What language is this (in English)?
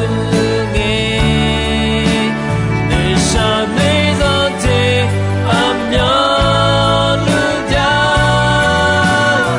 Akha